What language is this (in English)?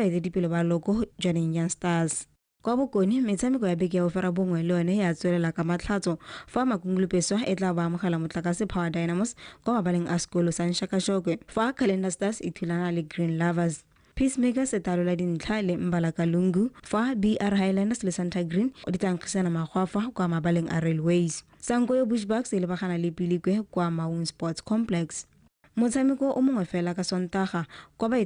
Tswana